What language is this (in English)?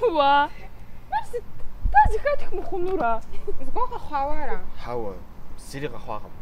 Kabardian